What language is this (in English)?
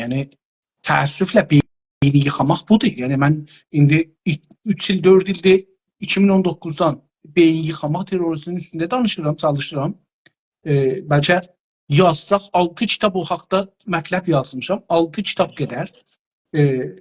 South Azerbaijani